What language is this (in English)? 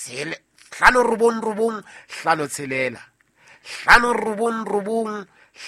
Southern Sotho